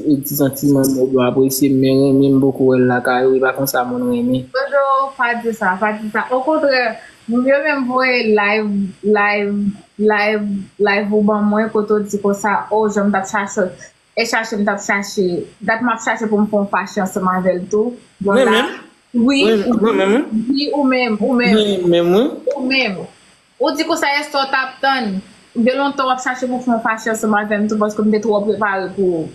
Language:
Haitian Creole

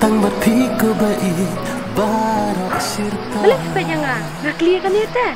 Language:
Khasi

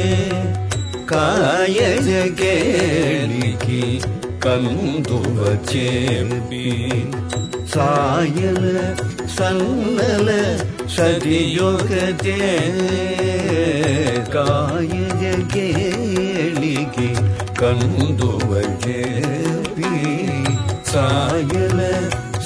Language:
Telugu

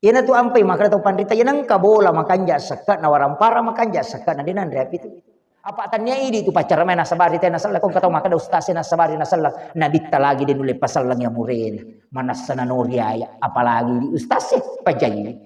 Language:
Buginese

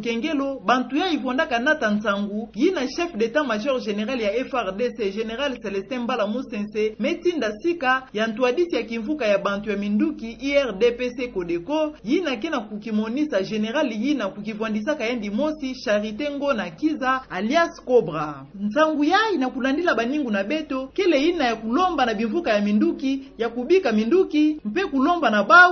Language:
Kituba (Democratic Republic of Congo)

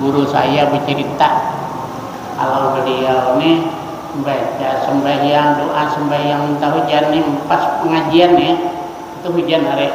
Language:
Banjar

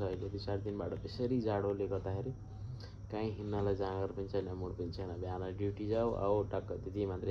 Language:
Nepali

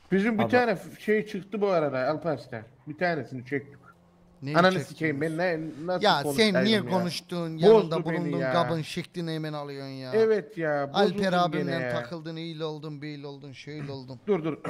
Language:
Turkish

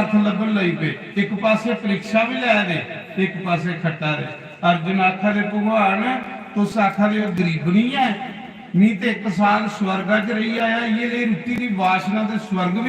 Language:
Dogri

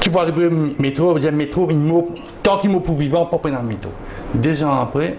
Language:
Morisyen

